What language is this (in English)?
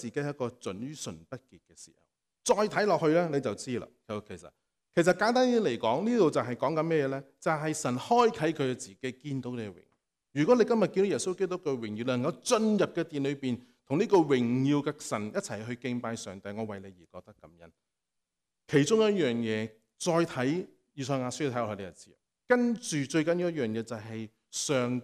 Cantonese